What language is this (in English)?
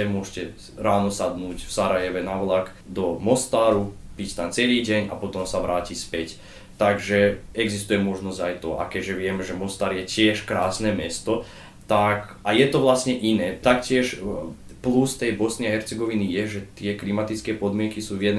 Slovak